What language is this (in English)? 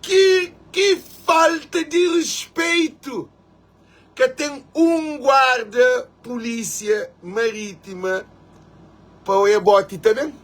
Kabuverdianu